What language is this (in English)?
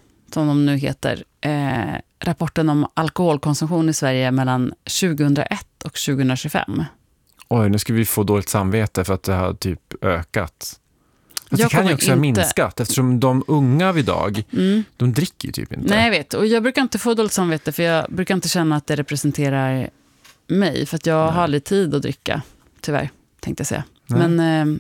Swedish